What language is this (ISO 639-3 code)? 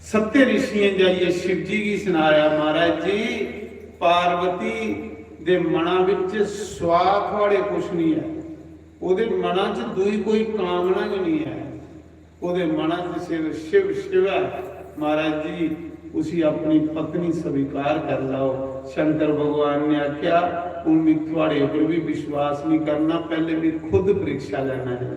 doi